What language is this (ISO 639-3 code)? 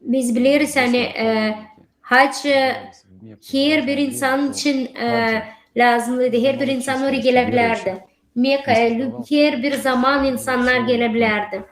gag